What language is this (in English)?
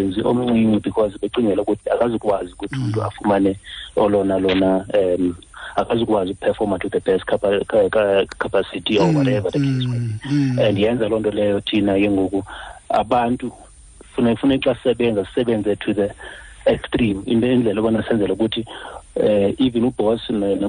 Xhosa